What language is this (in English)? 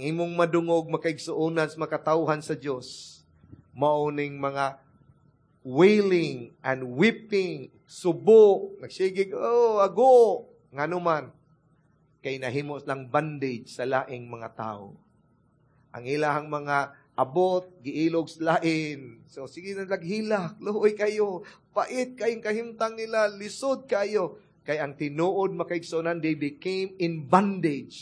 Cebuano